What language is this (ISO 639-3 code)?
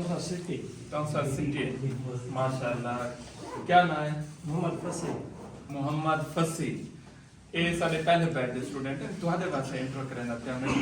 skr